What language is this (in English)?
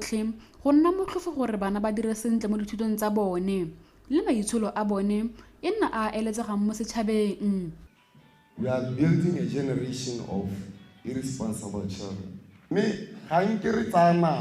Tswana